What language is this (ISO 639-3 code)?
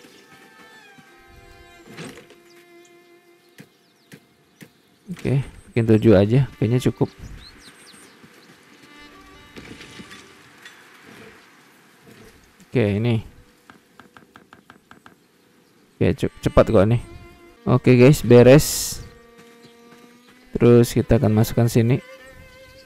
ind